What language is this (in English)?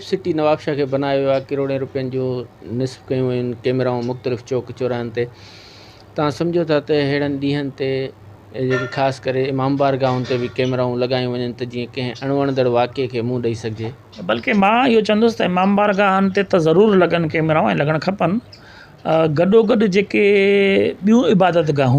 Sindhi